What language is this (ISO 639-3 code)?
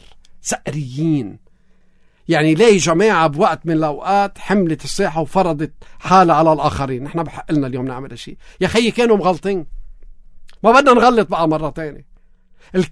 apc